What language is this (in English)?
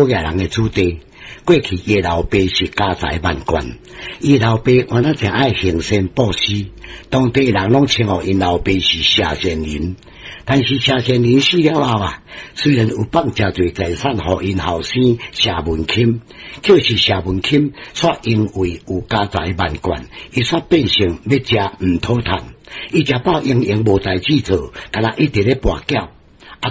Min Nan Chinese